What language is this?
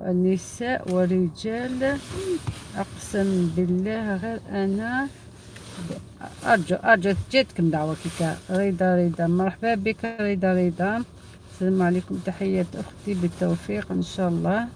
Algerian Arabic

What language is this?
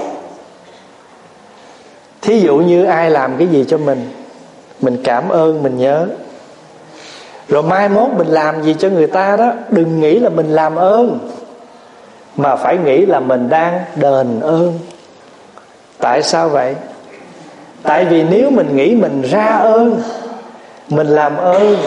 Vietnamese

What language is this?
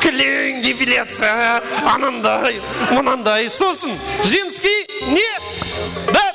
Kara-Kalpak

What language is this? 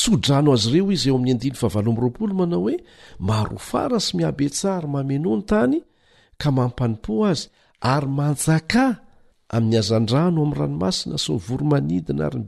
Malagasy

